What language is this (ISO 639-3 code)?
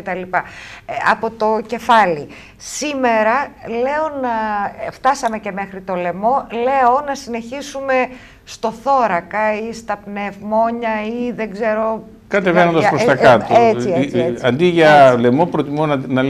ell